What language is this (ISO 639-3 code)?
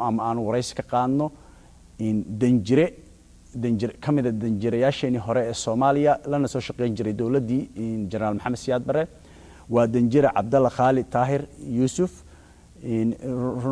som